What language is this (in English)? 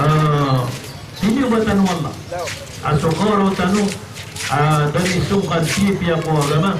Maranao